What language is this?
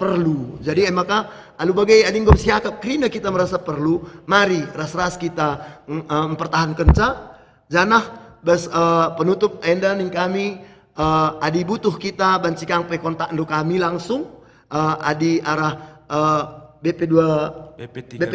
Batak Karo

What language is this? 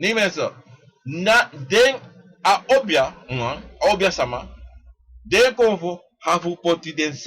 Sranan Tongo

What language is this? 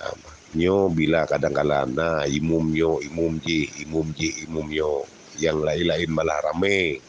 Achinese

